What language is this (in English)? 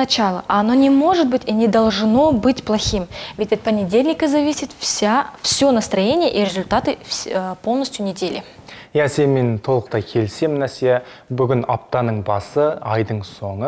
Kazakh